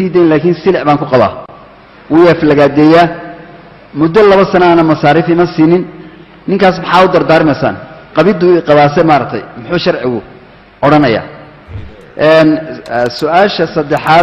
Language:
Somali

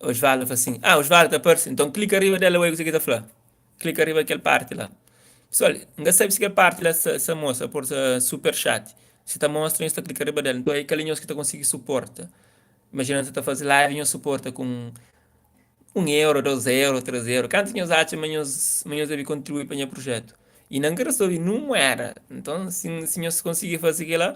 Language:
Kabuverdianu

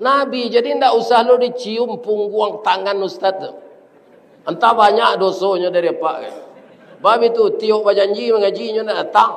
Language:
Minangkabau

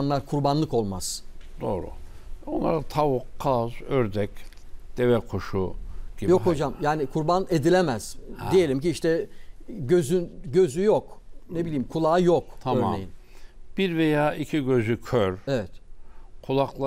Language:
Turkish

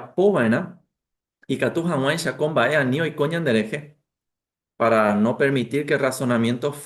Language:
Guarani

